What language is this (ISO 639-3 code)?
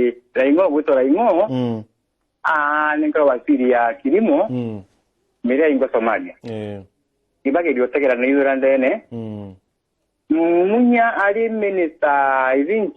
mer